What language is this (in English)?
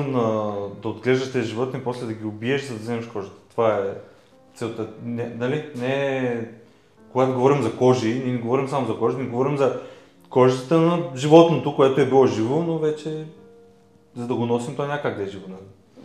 Bulgarian